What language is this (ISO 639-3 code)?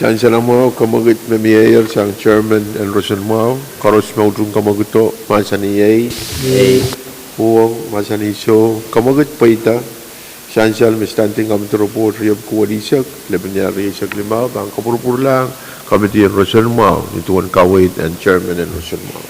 pon